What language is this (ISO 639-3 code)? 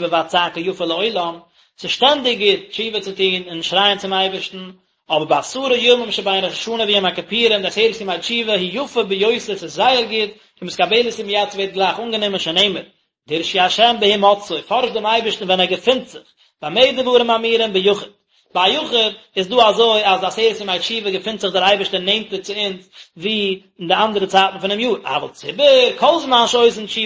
yid